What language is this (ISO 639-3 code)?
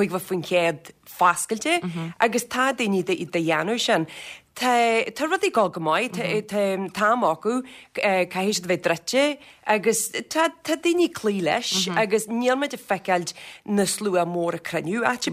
gle